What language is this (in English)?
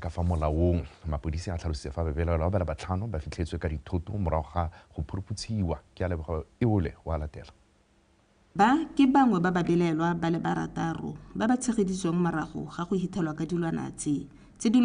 Tswana